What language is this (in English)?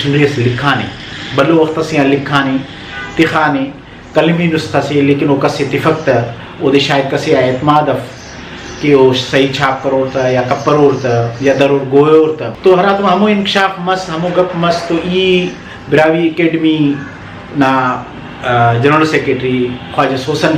Brahui